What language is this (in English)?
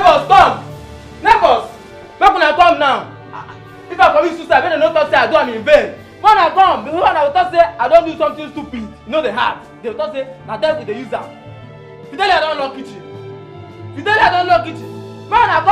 Nigerian Pidgin